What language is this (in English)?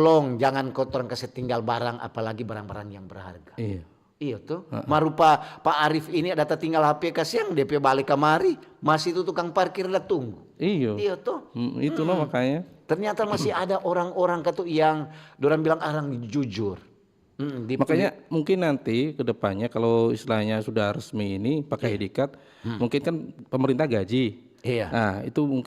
Manado Malay